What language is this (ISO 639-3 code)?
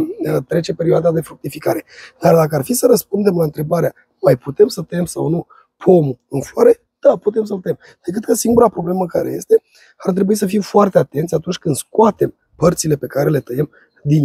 ron